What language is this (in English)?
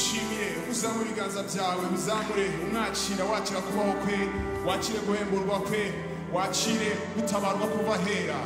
Kinyarwanda